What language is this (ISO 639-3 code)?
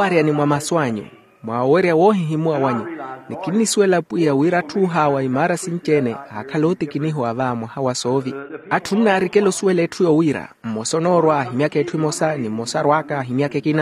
vmw